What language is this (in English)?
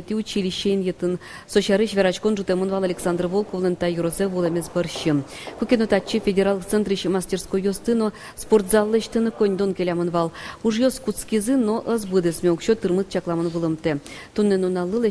Udmurt